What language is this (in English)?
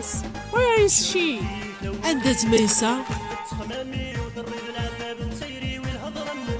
Kabyle